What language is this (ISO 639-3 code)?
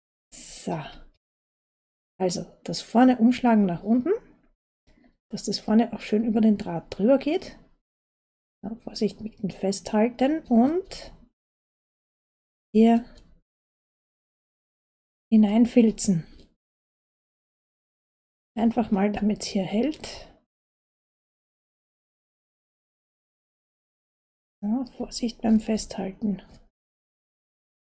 deu